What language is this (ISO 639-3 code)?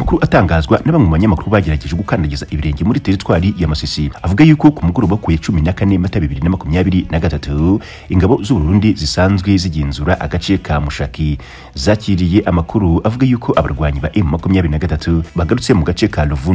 kin